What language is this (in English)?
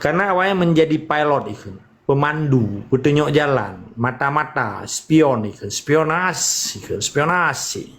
Achinese